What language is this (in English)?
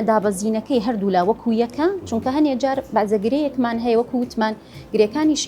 Central Kurdish